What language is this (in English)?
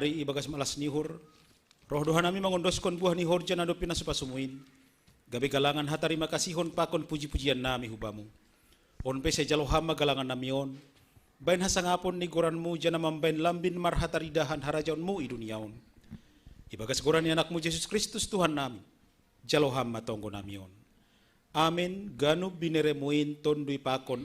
Batak Simalungun